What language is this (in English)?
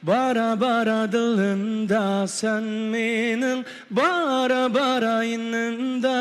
Uyghur